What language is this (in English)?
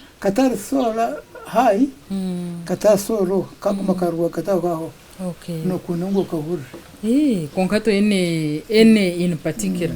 Nyankole